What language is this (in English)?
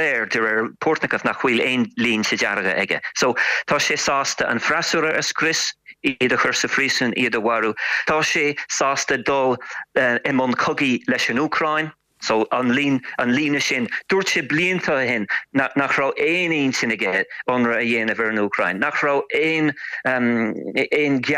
Irish